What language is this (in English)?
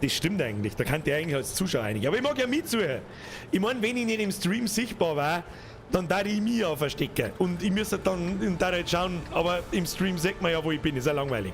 Bavarian